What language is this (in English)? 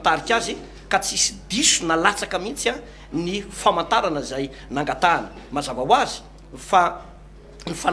Malagasy